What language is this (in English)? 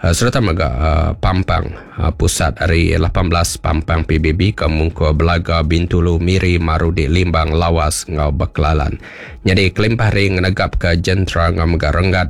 Iban